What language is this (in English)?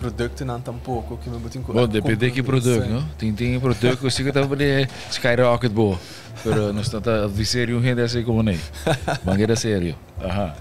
Papiamento